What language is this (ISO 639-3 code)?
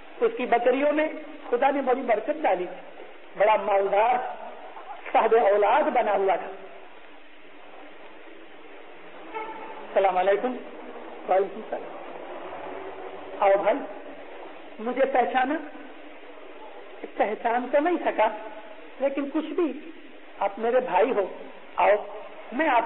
urd